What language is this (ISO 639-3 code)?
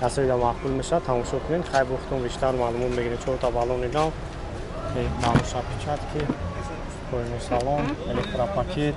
tgk